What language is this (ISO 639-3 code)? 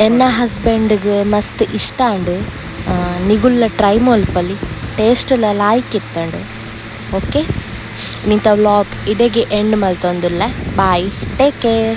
tcy